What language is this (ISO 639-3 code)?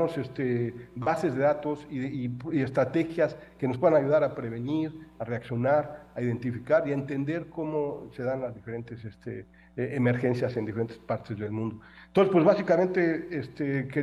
spa